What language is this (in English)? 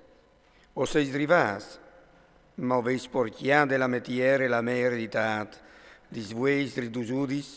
Friulian